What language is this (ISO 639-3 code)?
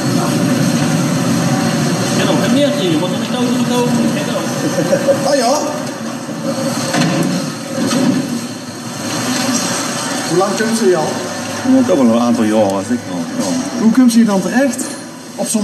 nld